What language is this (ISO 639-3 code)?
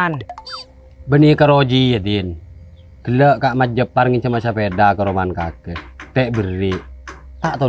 mad